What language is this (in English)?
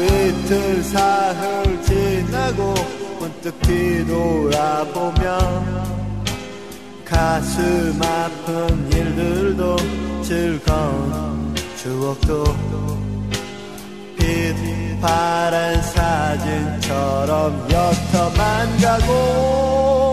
Korean